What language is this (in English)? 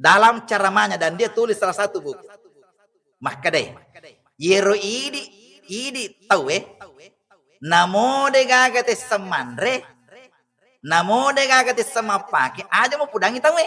Buginese